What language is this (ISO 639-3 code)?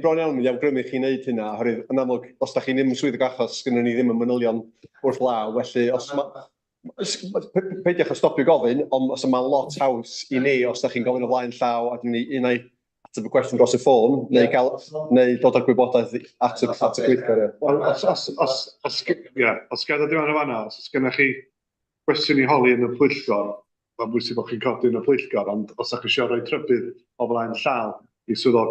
cym